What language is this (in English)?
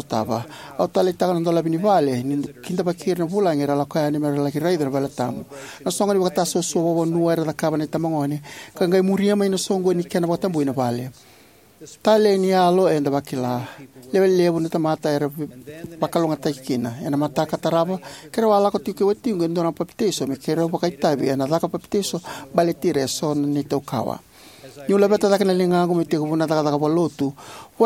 Fijian